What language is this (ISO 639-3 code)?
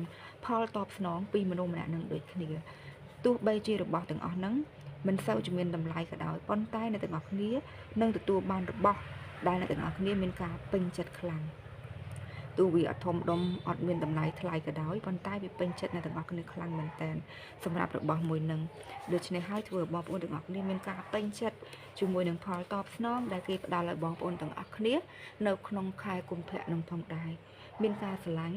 khm